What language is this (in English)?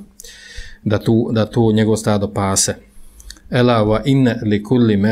Bosnian